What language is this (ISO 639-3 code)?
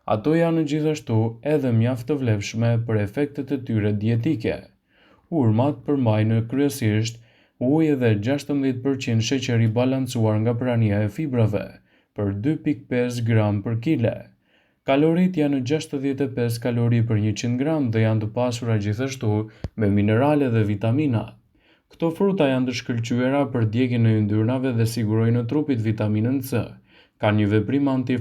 sqi